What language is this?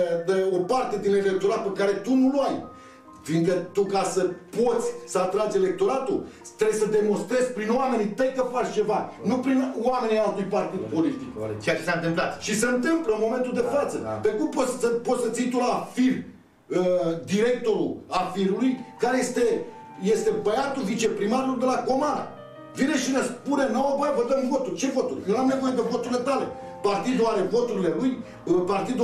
Romanian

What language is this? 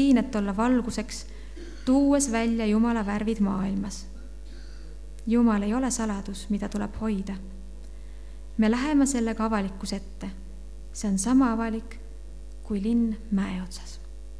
Estonian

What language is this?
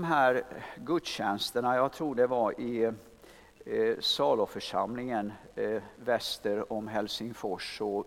Swedish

